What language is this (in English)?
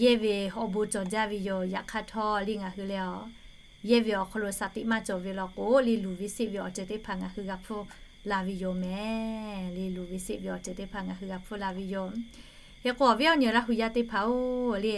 Lahu